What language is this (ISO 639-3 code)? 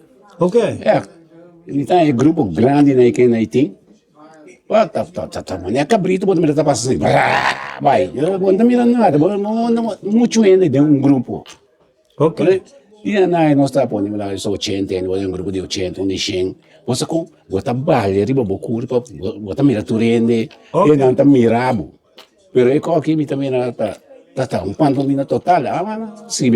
pap